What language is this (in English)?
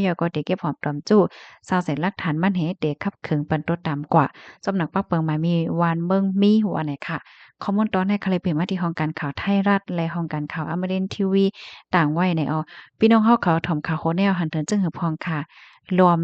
Shan